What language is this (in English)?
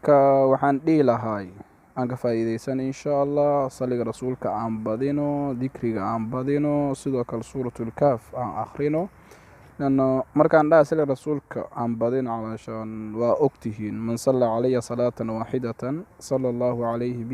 Somali